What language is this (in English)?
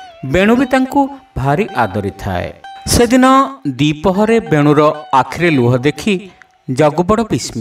Odia